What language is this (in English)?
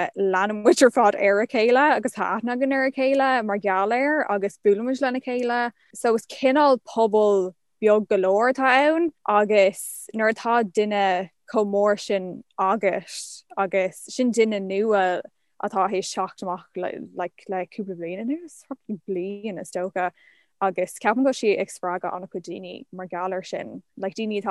Irish